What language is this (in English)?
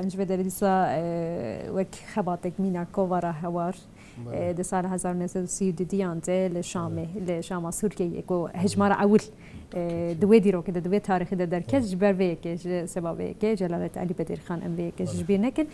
Kurdish